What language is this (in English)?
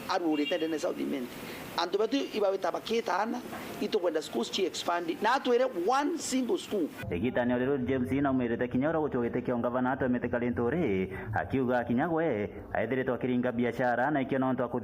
Meru